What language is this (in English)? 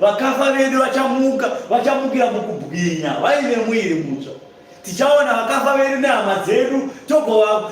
Shona